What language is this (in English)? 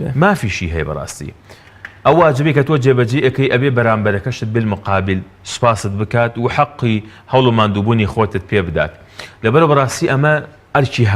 Central Kurdish